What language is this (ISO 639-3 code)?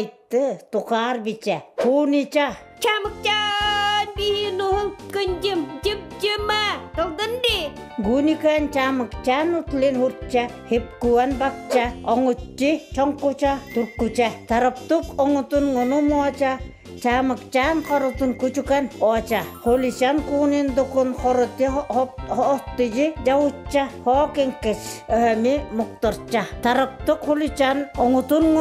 eve